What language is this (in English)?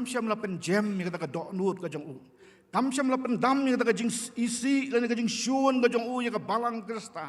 Khasi